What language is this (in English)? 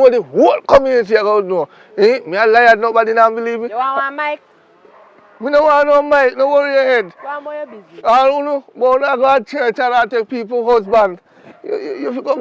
Jamaican Creole English